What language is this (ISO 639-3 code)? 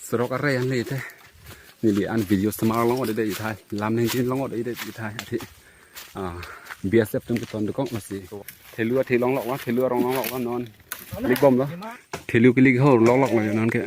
mjw